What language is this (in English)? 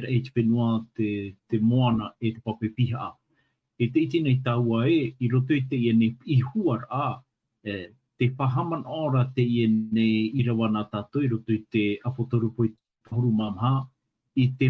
Tahitian